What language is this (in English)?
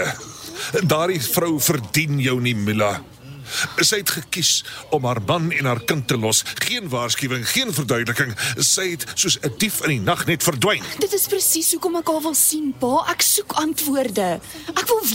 Afrikaans